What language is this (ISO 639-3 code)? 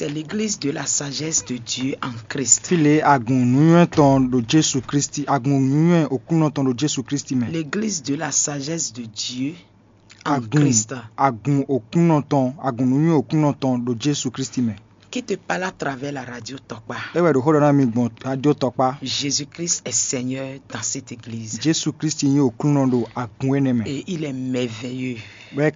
fon